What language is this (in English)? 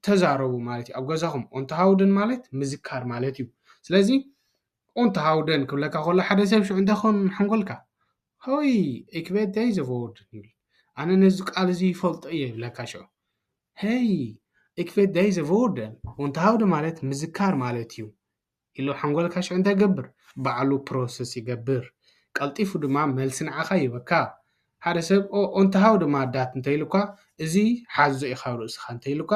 Tigrinya